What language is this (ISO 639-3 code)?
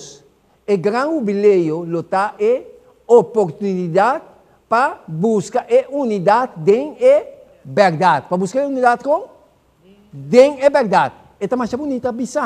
pap